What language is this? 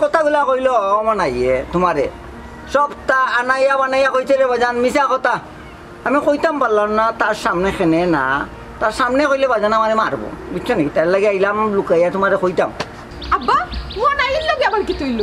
Sylheti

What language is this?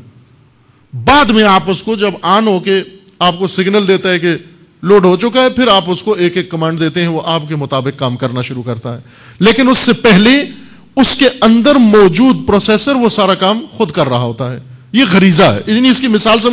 Urdu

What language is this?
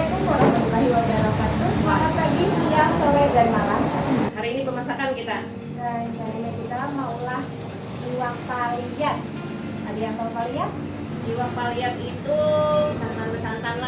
Banjar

